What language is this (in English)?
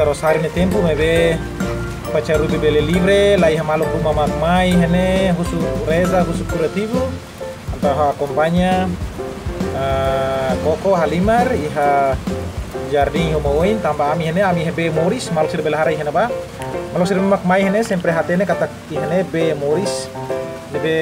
Tetum